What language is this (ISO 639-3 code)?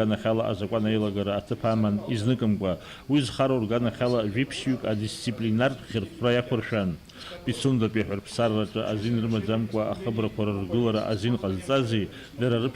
abk